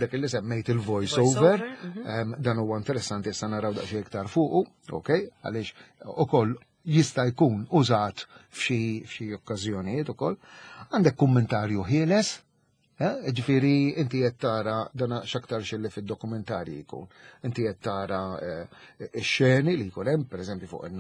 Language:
Maltese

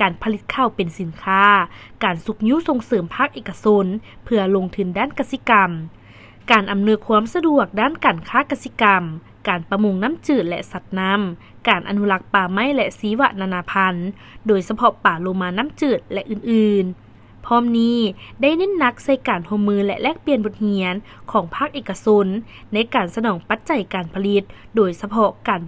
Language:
Lao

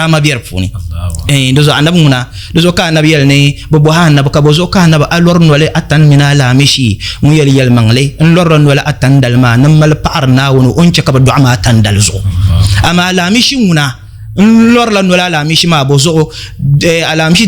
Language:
Dagbani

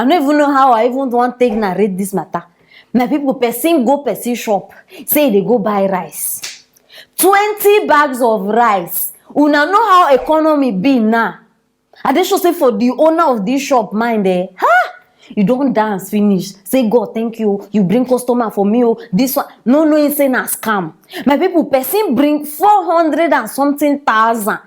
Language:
Nigerian Pidgin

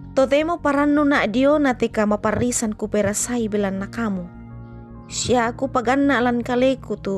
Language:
Toraja-Sa'dan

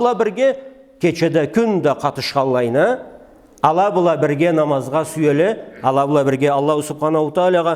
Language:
Karachay-Balkar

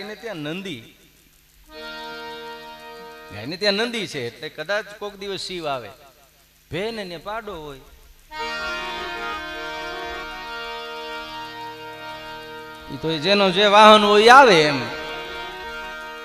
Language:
Gujarati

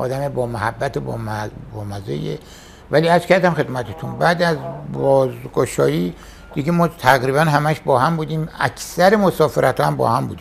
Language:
Persian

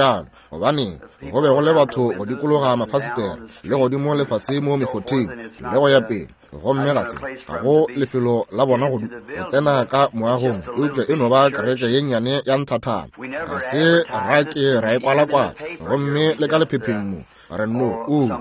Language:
Northern Sotho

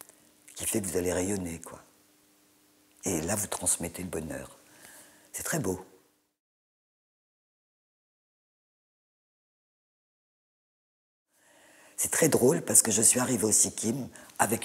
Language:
French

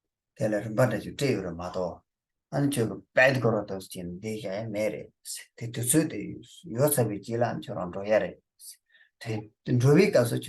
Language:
Tibetan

